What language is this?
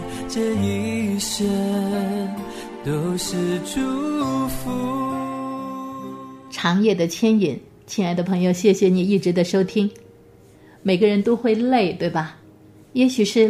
Chinese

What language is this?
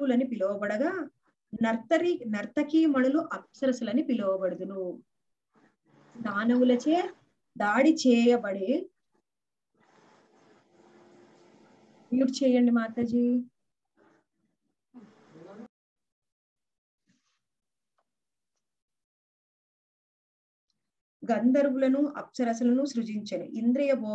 Telugu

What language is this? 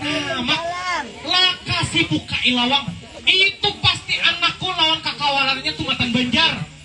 Banjar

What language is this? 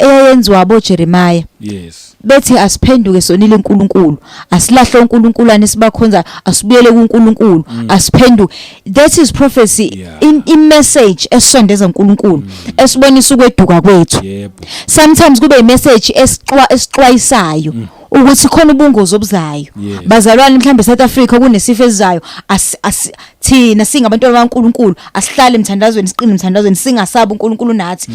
Zulu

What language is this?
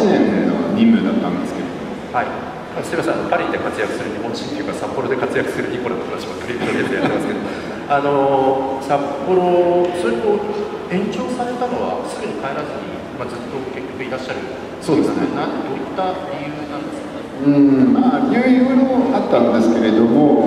Japanese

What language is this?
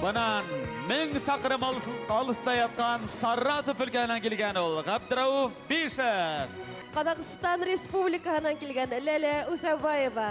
Bashkir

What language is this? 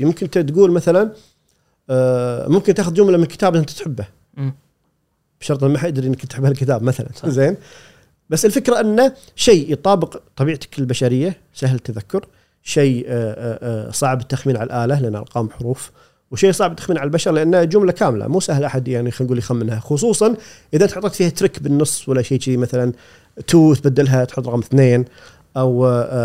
Gulf Arabic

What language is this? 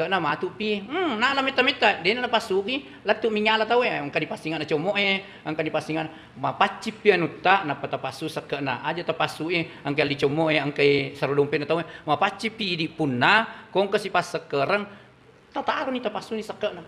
Buginese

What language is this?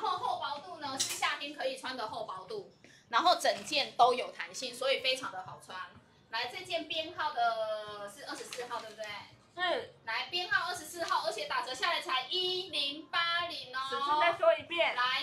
Chinese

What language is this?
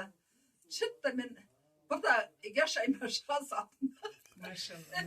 Karachay-Balkar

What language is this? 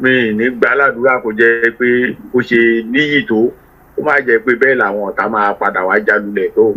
Yoruba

